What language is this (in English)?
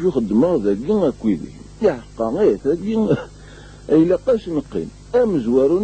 Kabyle